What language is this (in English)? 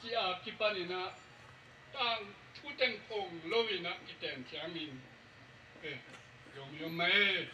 Tedim Chin